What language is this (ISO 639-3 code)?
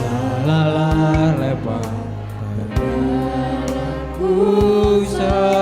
btx